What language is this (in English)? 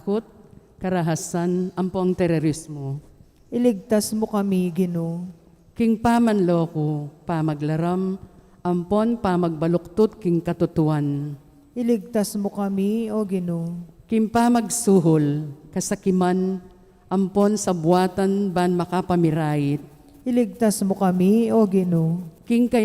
Pampanga